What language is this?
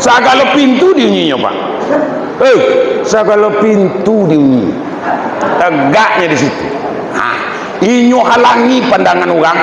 Minangkabau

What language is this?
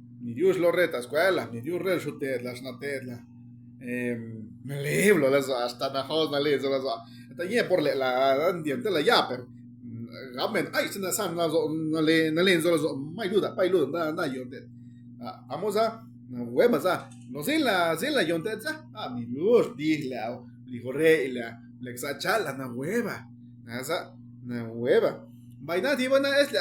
Zapotec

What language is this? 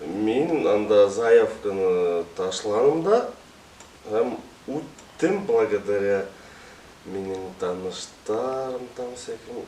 Bashkir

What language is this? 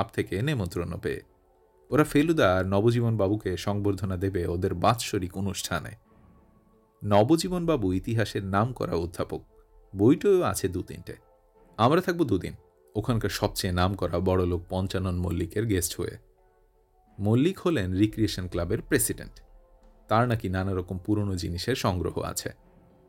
Bangla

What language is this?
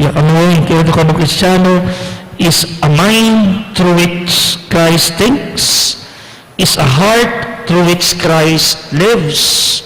Pampanga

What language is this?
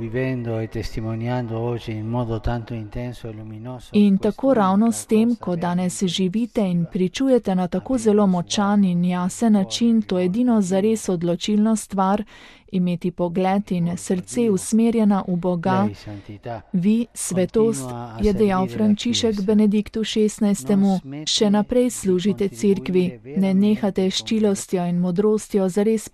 Slovenian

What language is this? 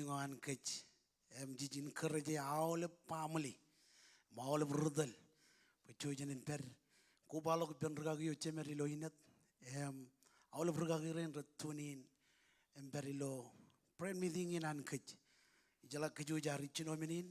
Marshallese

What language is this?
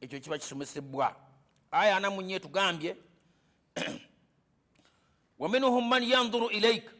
Ganda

